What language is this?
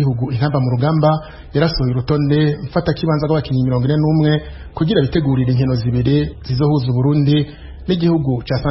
Rundi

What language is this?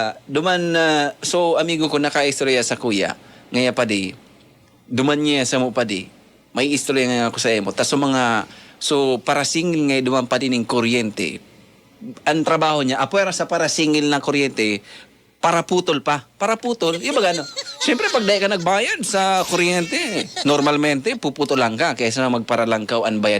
Bikol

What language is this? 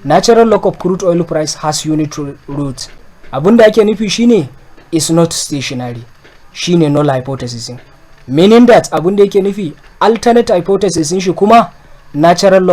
Hausa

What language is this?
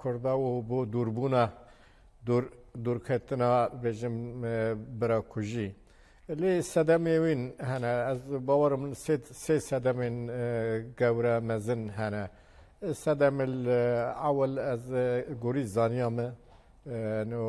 Kurdish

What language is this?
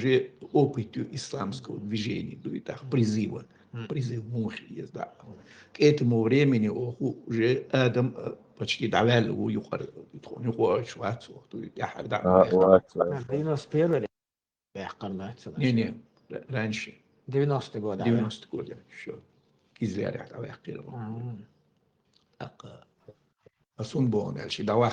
Chechen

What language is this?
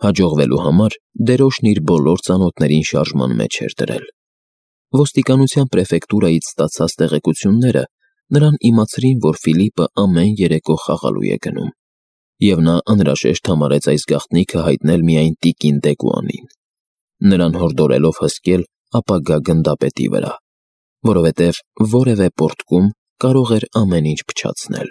Armenian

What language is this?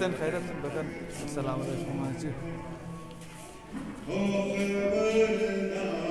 Hazaragi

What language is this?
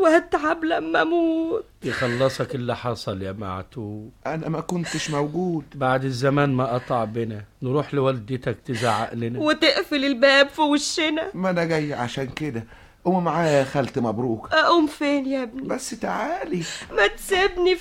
Egyptian Arabic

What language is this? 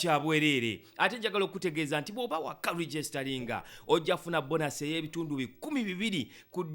Ganda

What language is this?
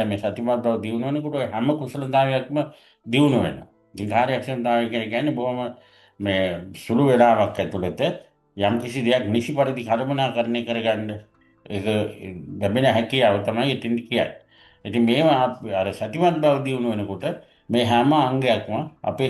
Sinhala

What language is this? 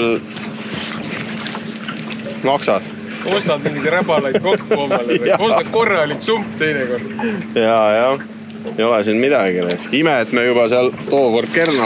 Estonian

